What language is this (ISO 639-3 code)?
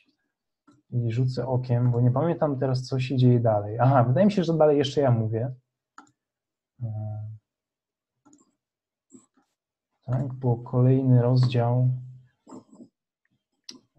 pol